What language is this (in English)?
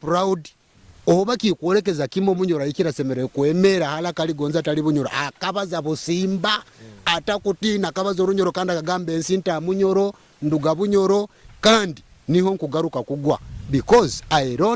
Nyoro